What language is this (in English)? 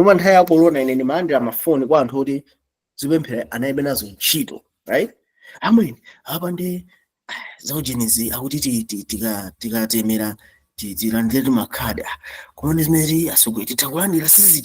Nyanja